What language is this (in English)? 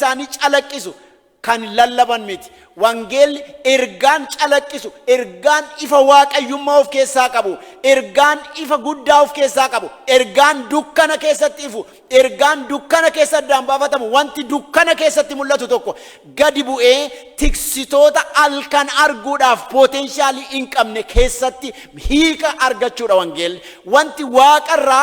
Oromo